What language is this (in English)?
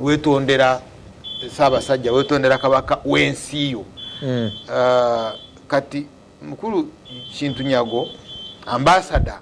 Ganda